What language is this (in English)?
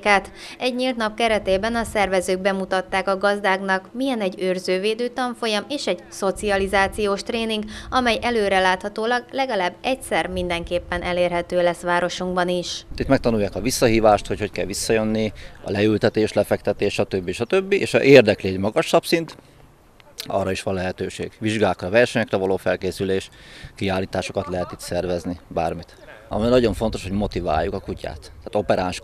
Hungarian